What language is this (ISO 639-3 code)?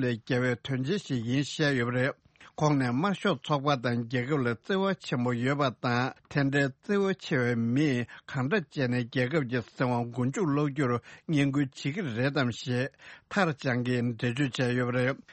bod